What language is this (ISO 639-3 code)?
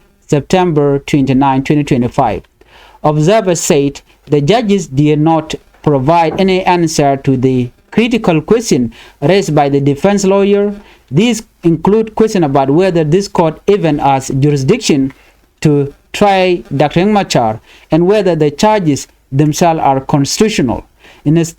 nus